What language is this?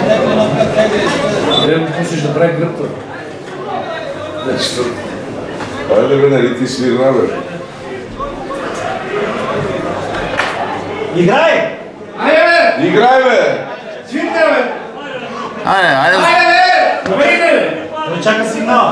Bulgarian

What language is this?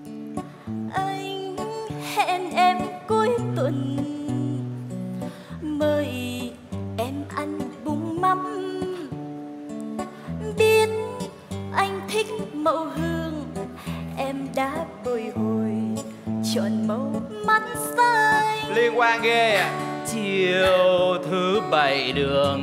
Vietnamese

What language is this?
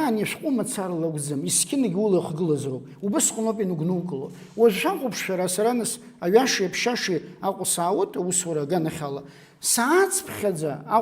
Abkhazian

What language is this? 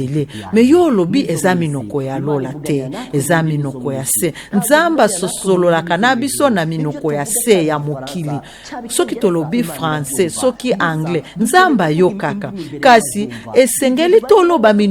Lingala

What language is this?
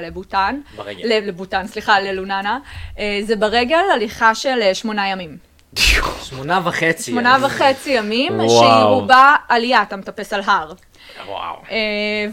Hebrew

